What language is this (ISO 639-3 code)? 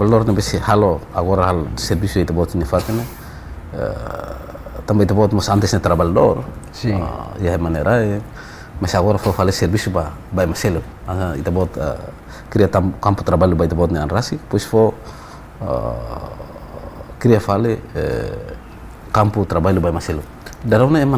tet